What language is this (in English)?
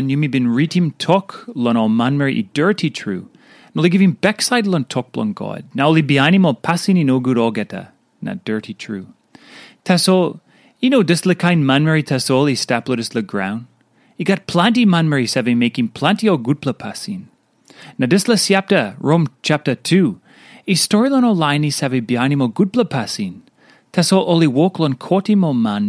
Tok Pisin